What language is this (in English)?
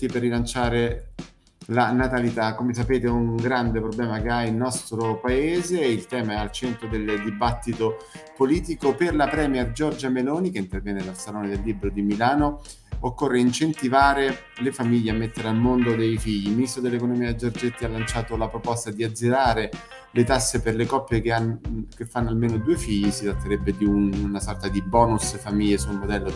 Italian